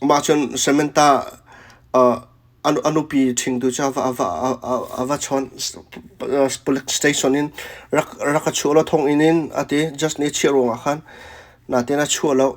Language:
Hakha Chin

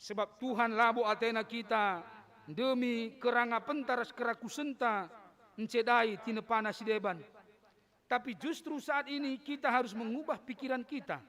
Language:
Batak Karo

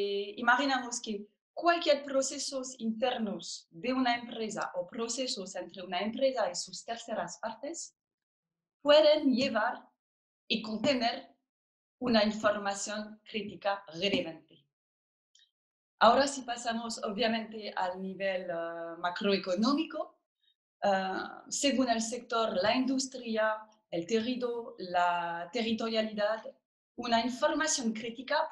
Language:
Spanish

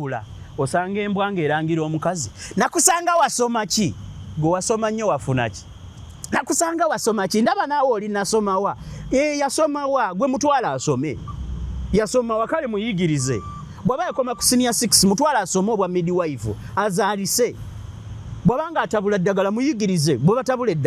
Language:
Ganda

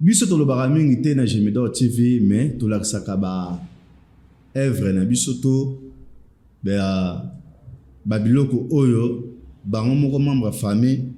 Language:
Lingala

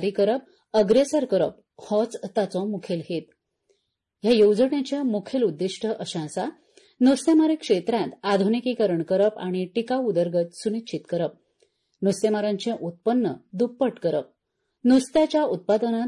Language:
Konkani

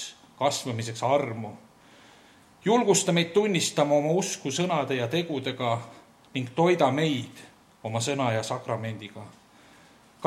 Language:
Estonian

